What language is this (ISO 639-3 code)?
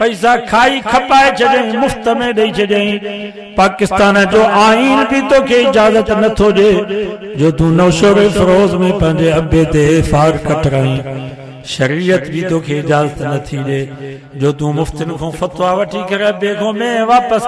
snd